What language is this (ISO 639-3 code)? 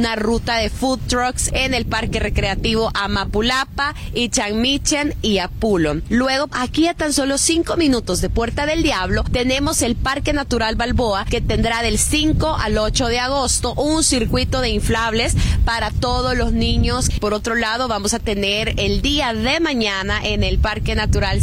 spa